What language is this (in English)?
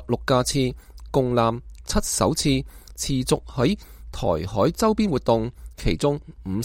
Cantonese